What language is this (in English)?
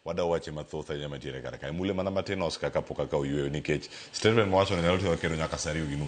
Luo (Kenya and Tanzania)